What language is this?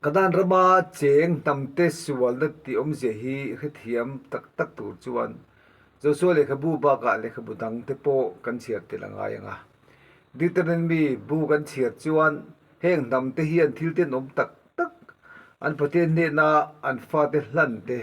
Mizo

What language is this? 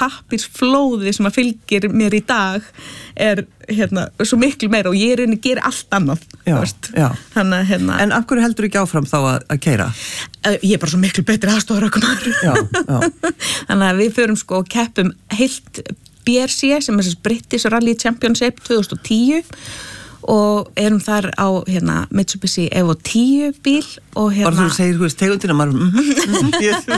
Icelandic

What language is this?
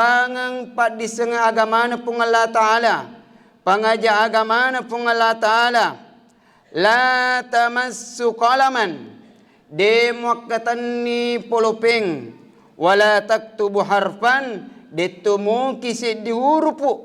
Buginese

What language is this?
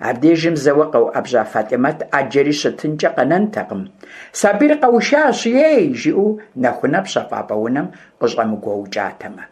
Kabardian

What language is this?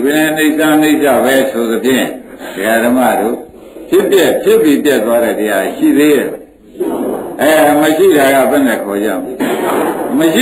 Burmese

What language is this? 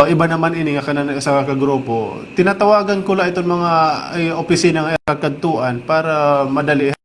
Waray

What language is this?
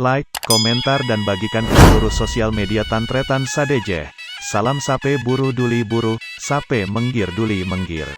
Madurese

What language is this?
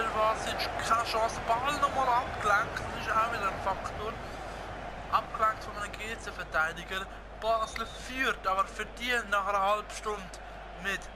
Swiss German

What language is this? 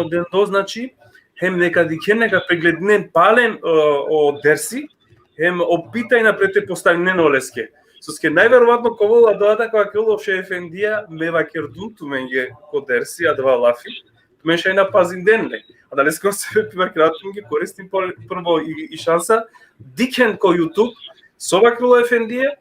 Balkan Romani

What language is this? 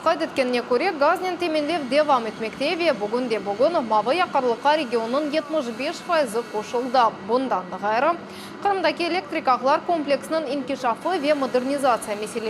Crimean Tatar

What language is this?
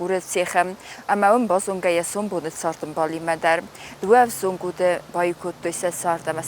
Ossetic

